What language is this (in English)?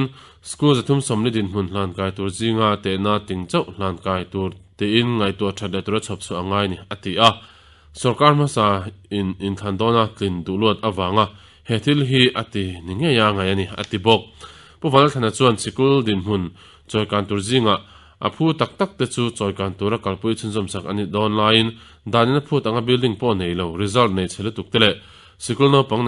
Mizo